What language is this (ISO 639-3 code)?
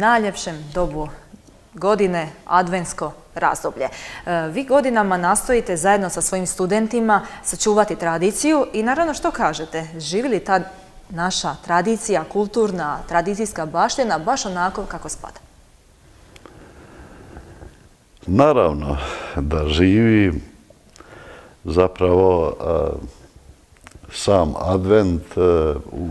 hrv